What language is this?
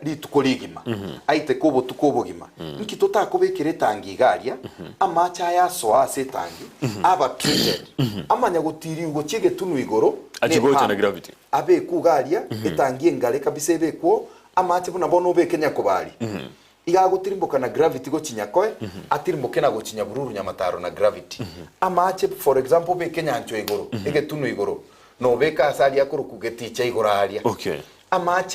Gusii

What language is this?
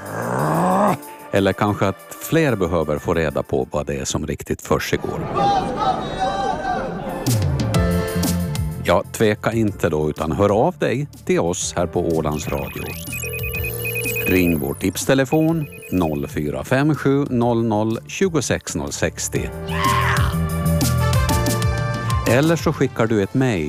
Swedish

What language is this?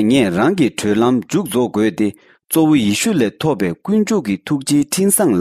Tibetan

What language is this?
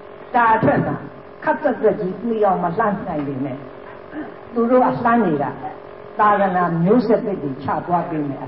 Burmese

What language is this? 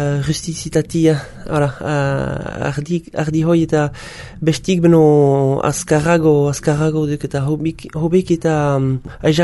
Basque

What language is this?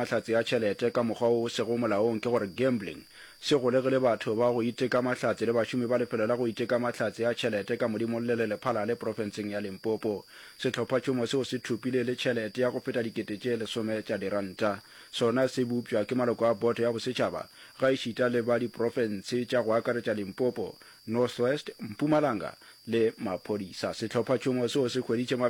Northern Sotho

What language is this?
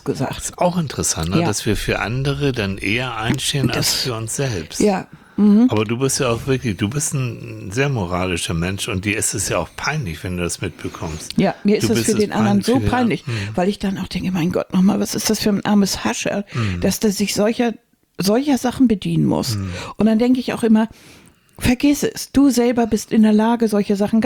German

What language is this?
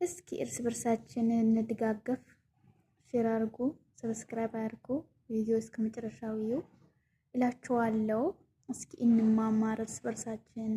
Amharic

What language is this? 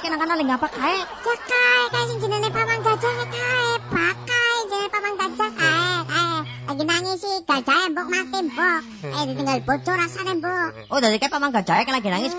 Javanese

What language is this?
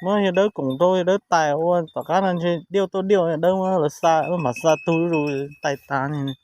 Hmong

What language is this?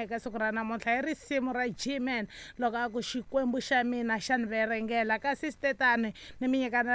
Tsonga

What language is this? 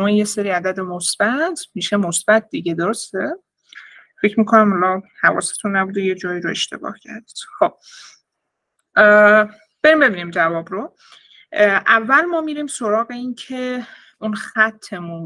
Persian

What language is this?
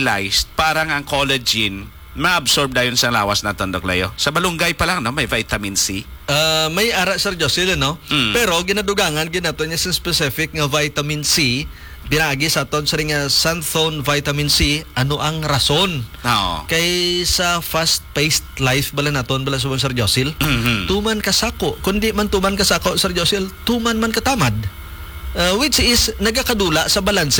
Hiligaynon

